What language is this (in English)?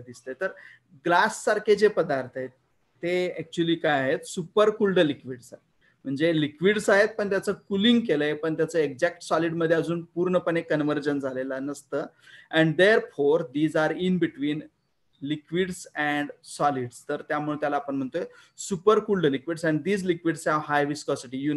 Marathi